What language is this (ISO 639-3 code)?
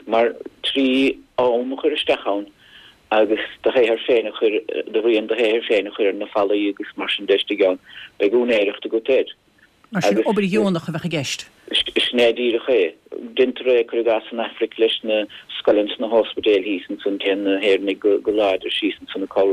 gle